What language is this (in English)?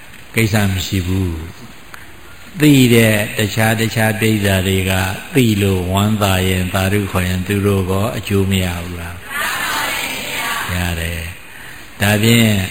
Burmese